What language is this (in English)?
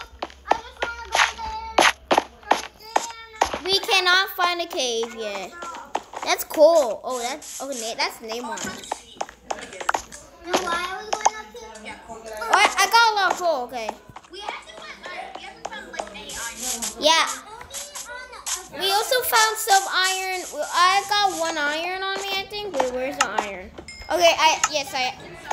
English